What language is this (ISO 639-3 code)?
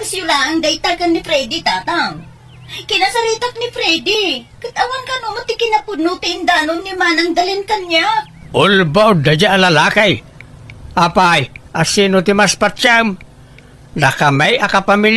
ilo